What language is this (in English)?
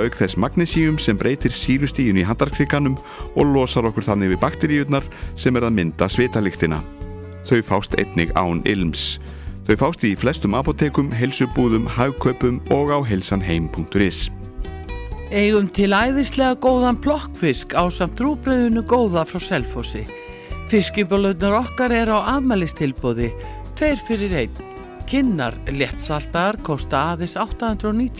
Icelandic